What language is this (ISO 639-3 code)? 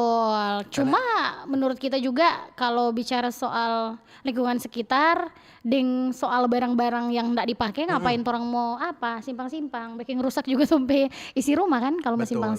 xmm